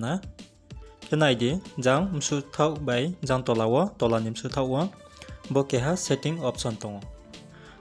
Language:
Riang (India)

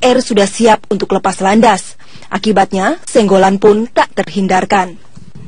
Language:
Indonesian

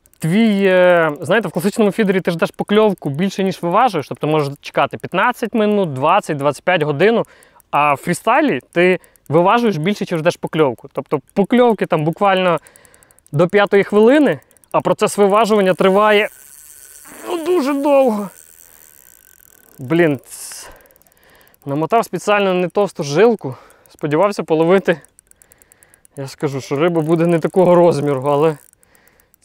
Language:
Ukrainian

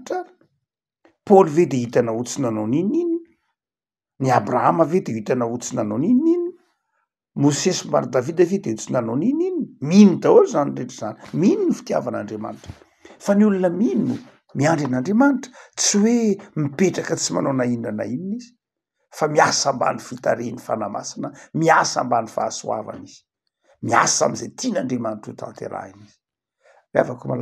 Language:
Malagasy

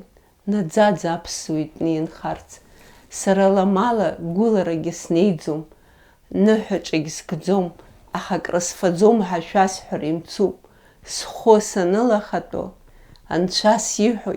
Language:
Abkhazian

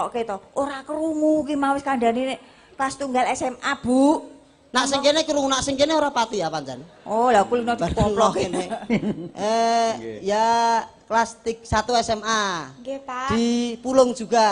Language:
Javanese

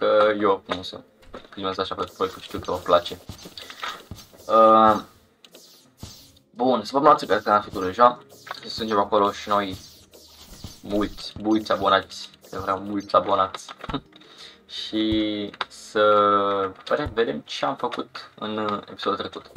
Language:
Romanian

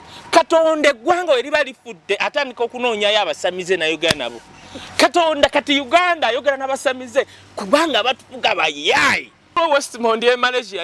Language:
Ganda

